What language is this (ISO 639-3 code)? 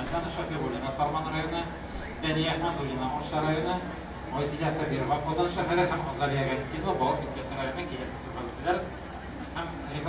tat